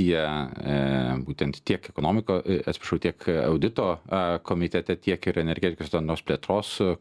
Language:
Lithuanian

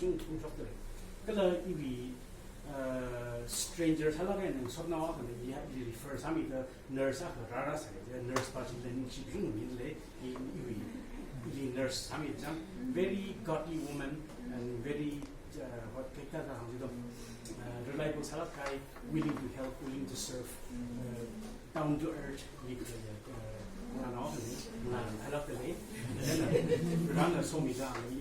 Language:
Tangkhul Naga (India)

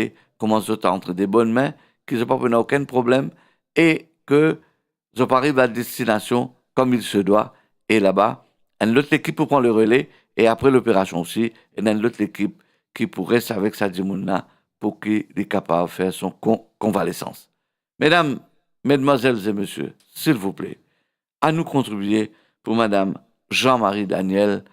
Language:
Morisyen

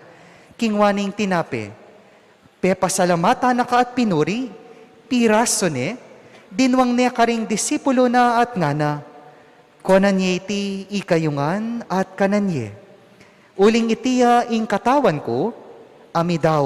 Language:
Pampanga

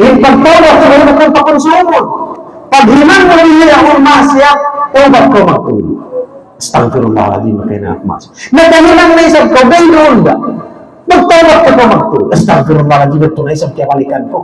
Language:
Tausug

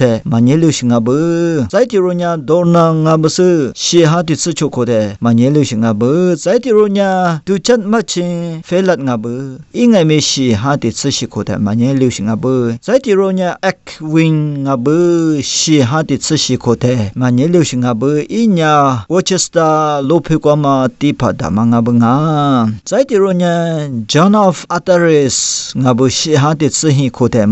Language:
Lisu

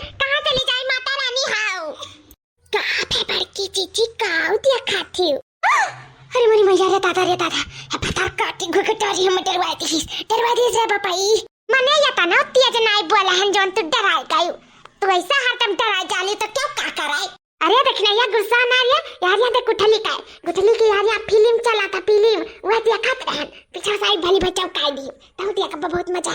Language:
Awadhi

